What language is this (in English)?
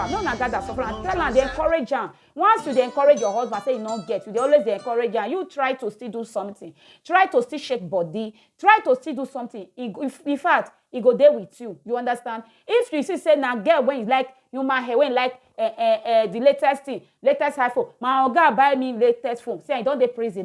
Nigerian Pidgin